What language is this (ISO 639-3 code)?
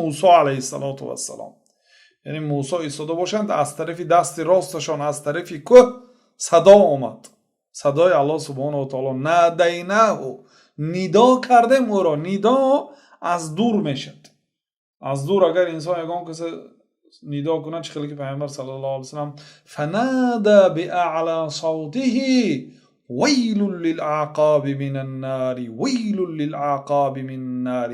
tgk